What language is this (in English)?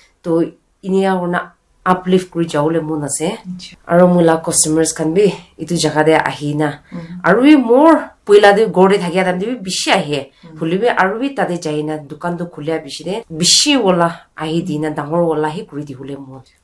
Naga Pidgin